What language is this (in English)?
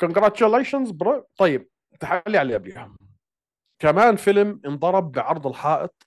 North Levantine Arabic